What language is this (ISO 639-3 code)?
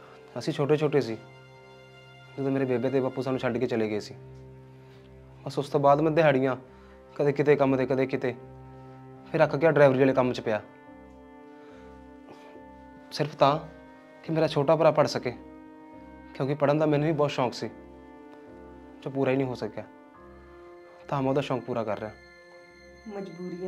pan